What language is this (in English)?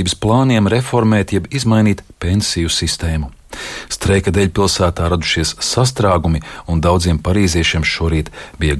Latvian